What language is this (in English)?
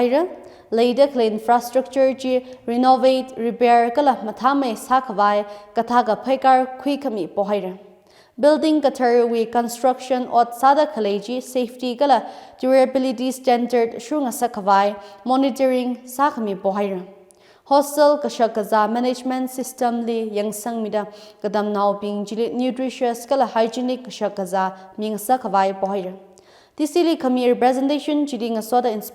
Tangkhul Naga (India)